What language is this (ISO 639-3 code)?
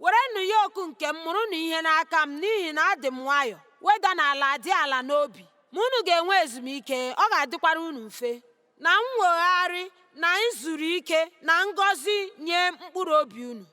ibo